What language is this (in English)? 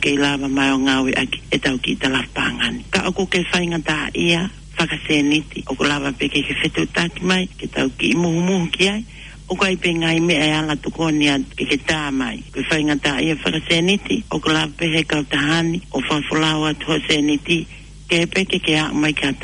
Tongan